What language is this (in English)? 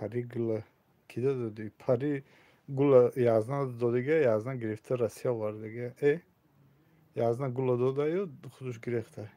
Tajik